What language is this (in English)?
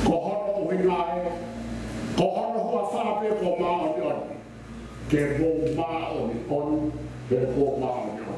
Tongan